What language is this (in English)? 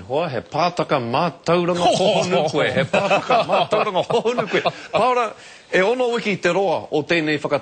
Māori